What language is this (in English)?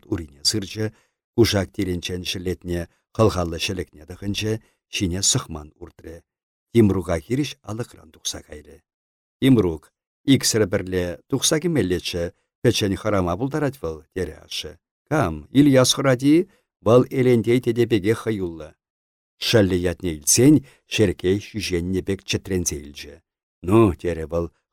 Chuvash